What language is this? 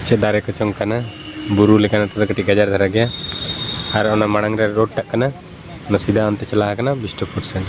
Santali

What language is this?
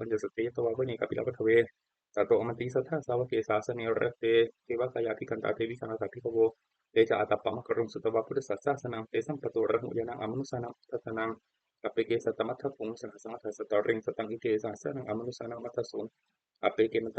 Pali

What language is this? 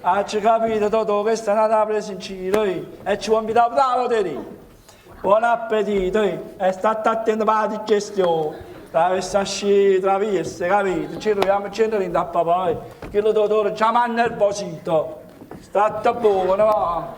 Neapolitan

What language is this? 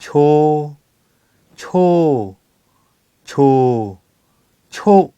Lahu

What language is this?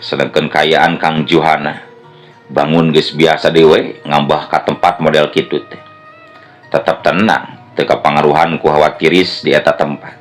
Sundanese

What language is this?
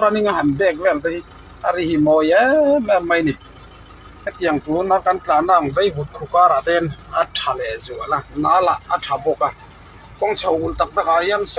Mizo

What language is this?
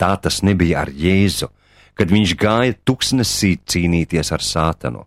Latvian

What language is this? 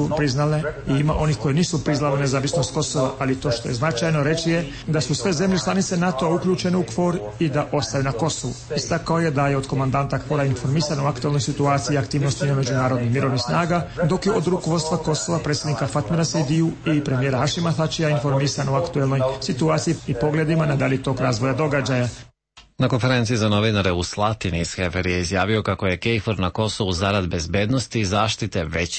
Serbian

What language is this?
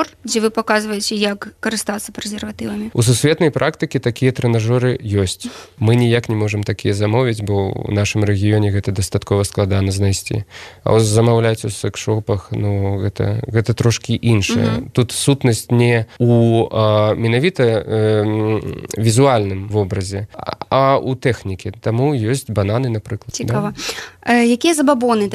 Belarusian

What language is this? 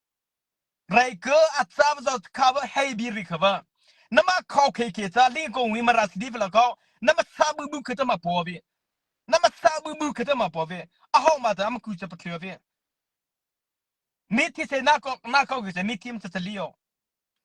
Mara Chin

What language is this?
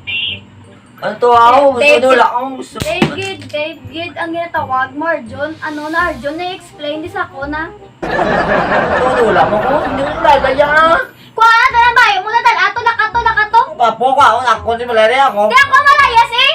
Hiligaynon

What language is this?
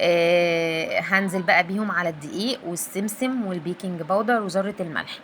Egyptian Arabic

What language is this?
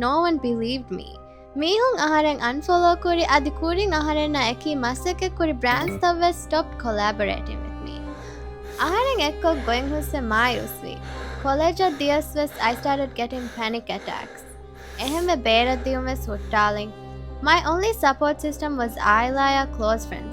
Divehi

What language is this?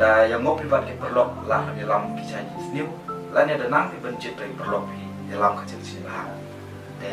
Khasi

